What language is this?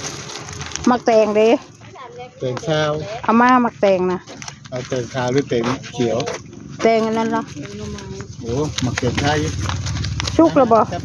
Northeastern Thai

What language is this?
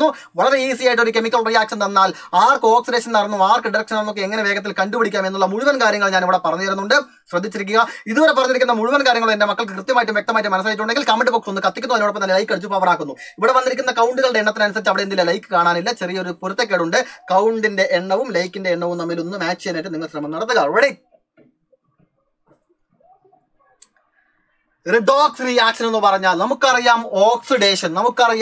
Malayalam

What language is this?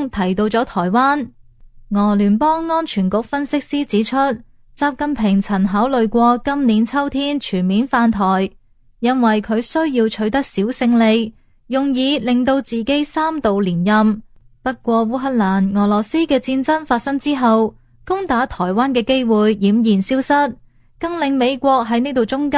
Cantonese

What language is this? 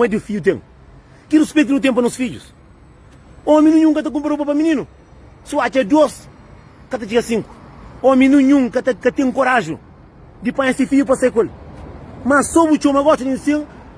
Kabuverdianu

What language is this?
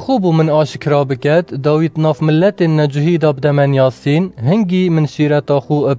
Kurdish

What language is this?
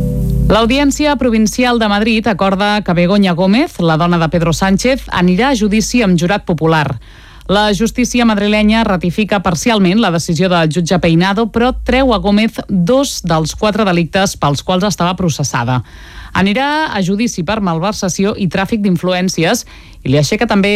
Catalan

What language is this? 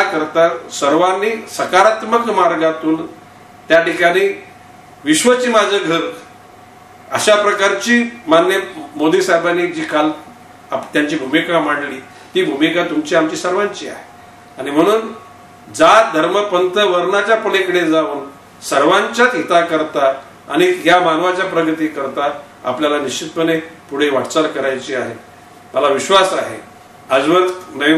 Marathi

